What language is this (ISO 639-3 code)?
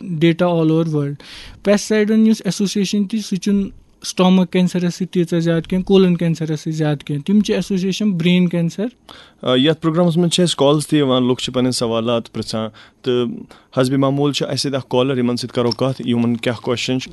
kas